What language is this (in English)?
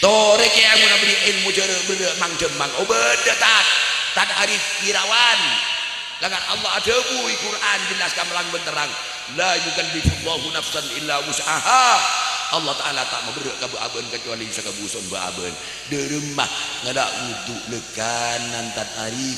Madurese